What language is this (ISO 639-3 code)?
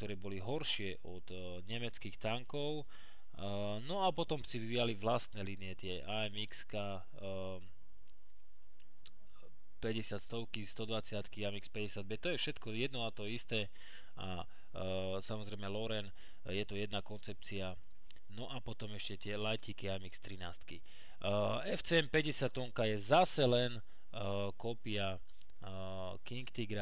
slk